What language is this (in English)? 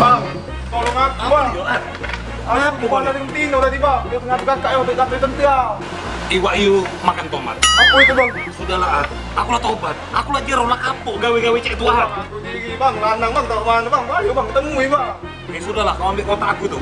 Musi